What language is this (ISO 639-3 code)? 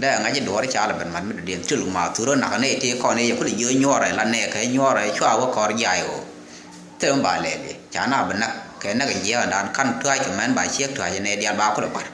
nus